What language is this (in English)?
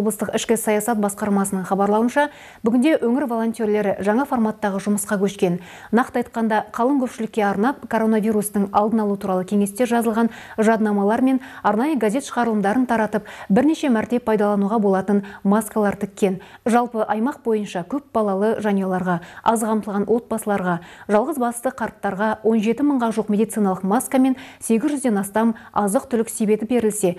Kazakh